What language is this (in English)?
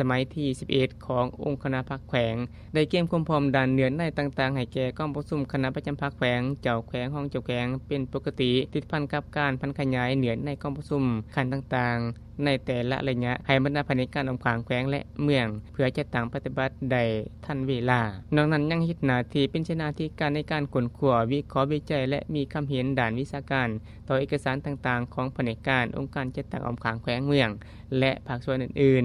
Lao